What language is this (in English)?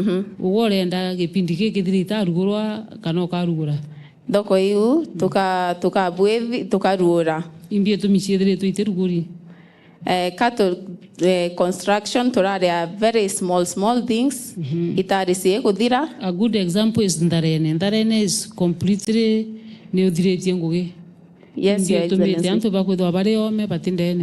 Meru